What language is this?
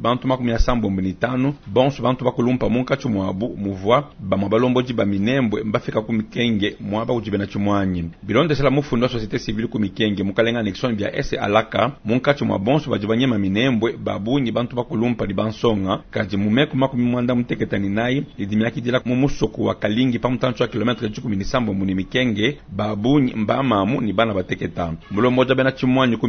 Luba-Lulua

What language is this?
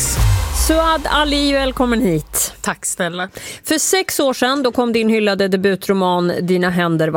Swedish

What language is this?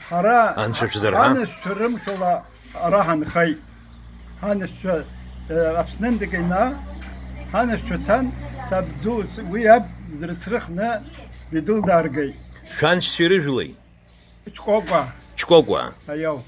Abkhazian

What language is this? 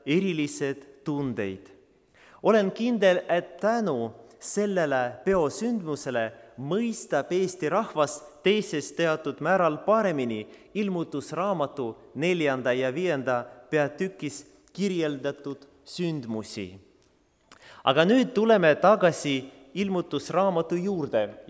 Estonian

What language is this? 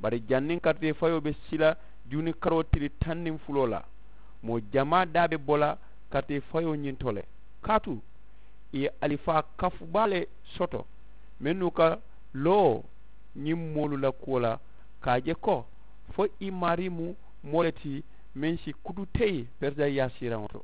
Mandingo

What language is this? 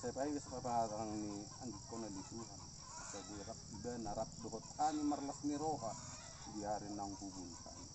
Batak Toba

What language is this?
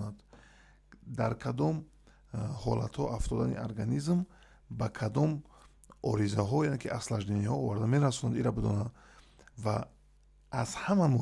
Tajik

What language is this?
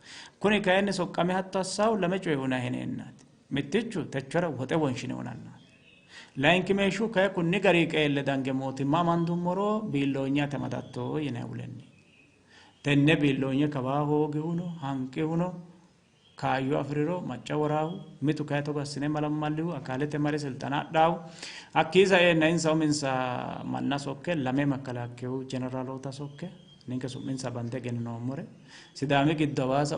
Sidamo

